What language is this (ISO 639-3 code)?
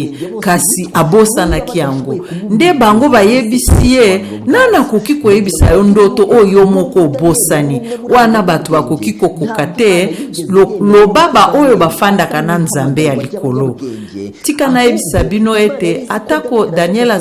lin